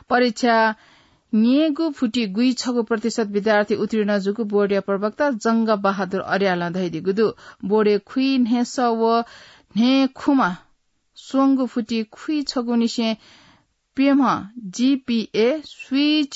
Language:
Newari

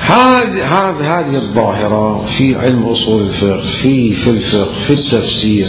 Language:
Mesopotamian Arabic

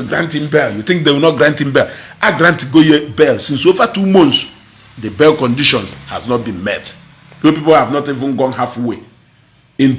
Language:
Igbo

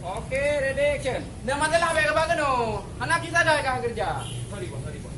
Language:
Achinese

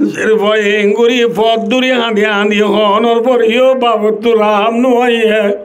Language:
Rohingya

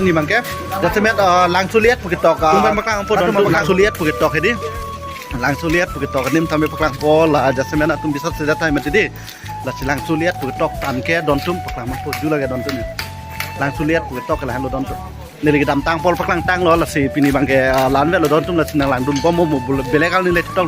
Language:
Karbi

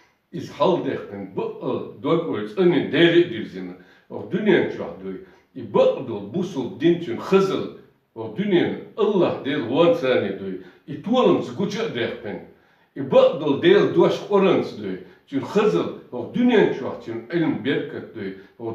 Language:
Chechen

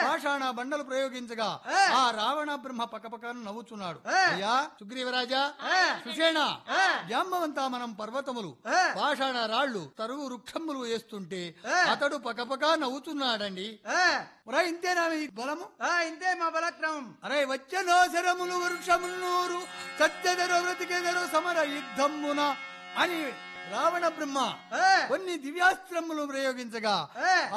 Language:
Telugu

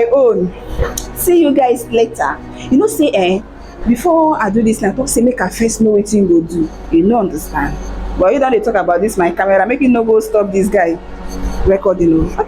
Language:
Nigerian Pidgin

